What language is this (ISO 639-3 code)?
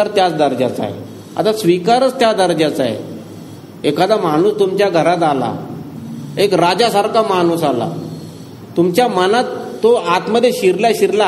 mar